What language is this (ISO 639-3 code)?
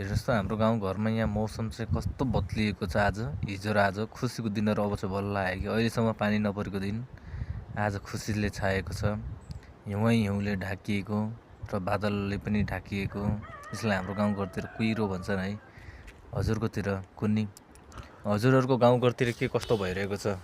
nep